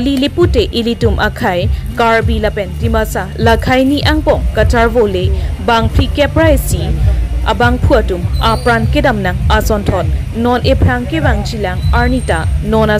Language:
Karbi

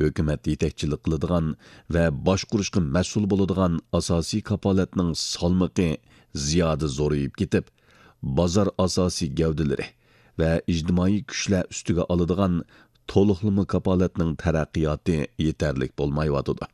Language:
Uyghur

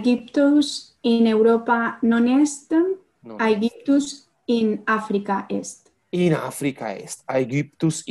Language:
Latin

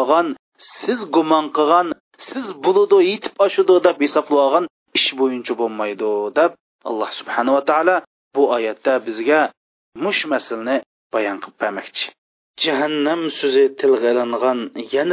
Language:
Uyghur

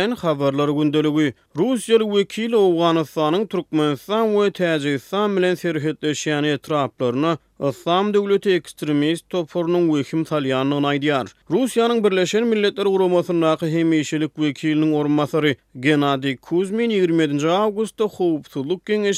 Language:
Turkmen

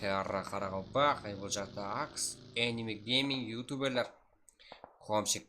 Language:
Kara-Kalpak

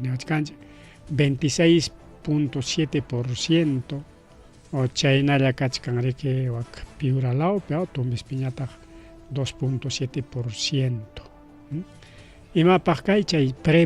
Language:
Ayacucho Quechua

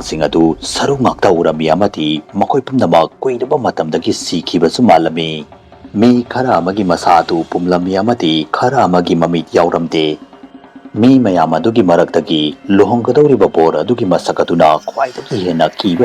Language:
Manipuri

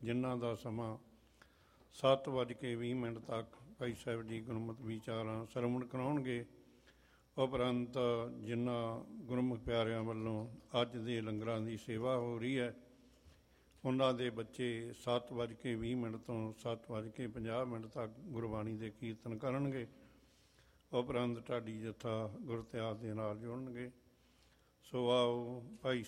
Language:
Punjabi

